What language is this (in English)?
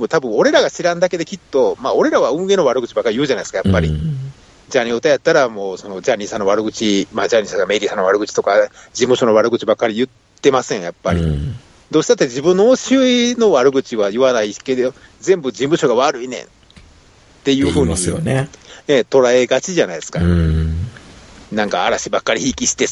Japanese